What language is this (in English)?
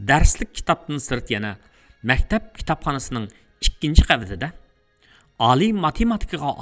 Uyghur